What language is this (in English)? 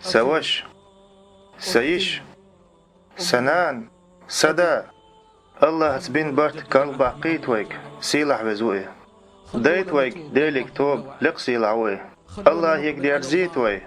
Chechen